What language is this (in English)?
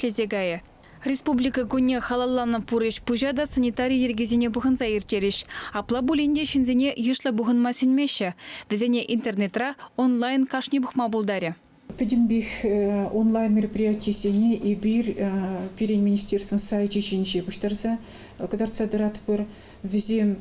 Chuvash